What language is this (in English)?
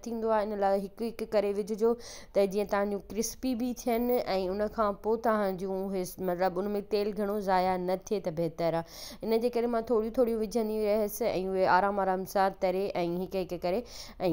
Sindhi